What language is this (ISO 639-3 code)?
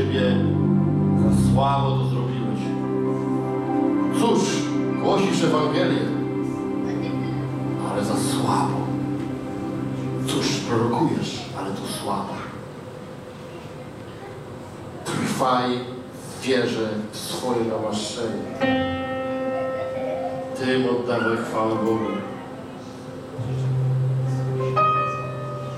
pol